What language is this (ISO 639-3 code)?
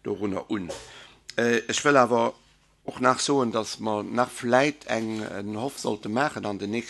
ltz